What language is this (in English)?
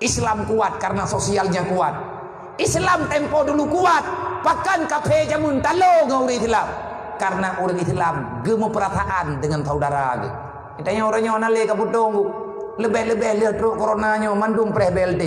Achinese